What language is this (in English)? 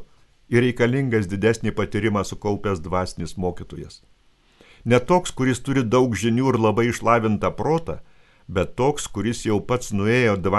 Lithuanian